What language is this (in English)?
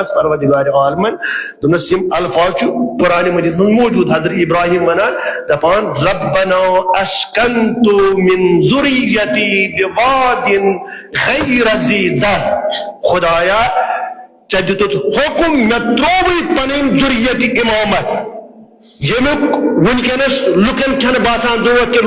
Kashmiri